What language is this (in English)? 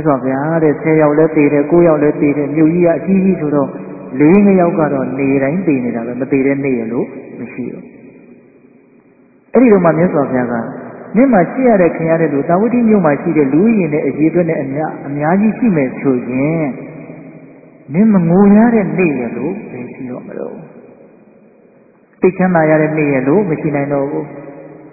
Burmese